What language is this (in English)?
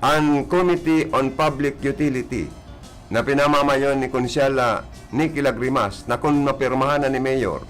Bikol